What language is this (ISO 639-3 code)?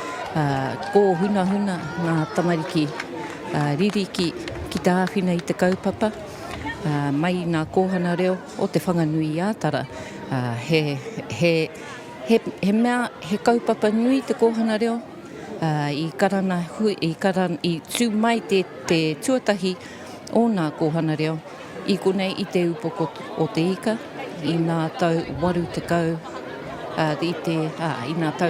mri